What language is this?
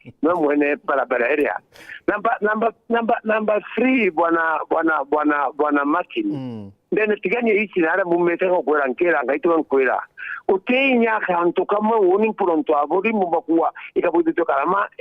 Meru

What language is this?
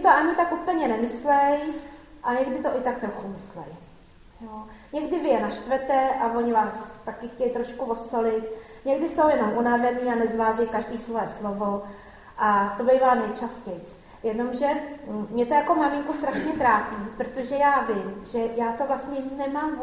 Czech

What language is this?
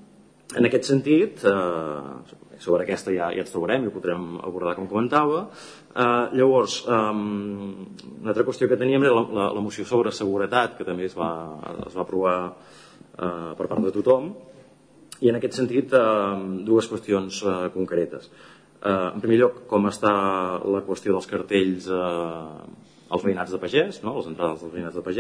Catalan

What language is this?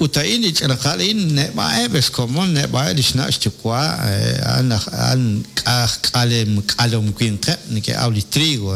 Kekchí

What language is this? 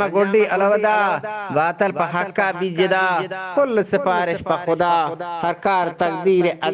Eastern Balochi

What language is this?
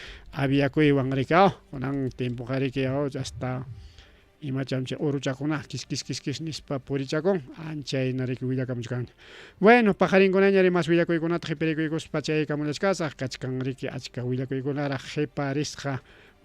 Ayacucho Quechua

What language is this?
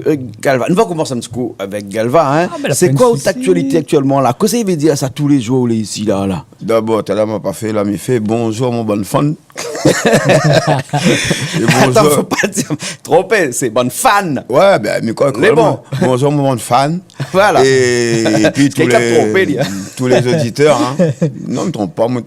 Réunion Creole French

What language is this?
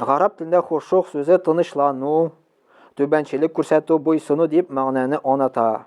Tatar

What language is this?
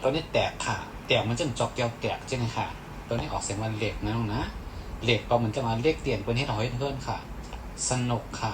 Shan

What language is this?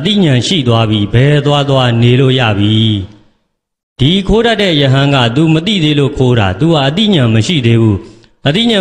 Burmese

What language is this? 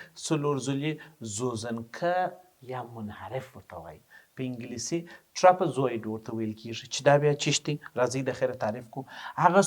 Pashto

